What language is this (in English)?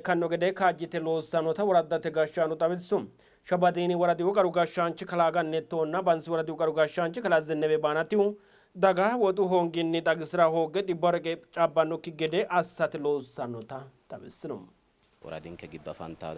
Sidamo